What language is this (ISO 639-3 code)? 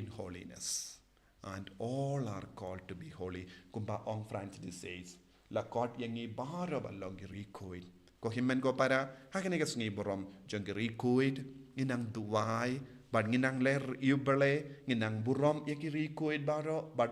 kha